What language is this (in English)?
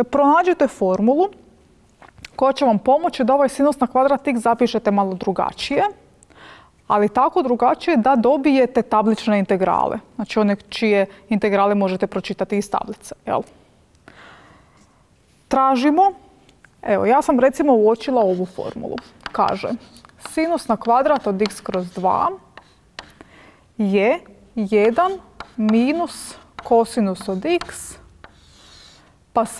Croatian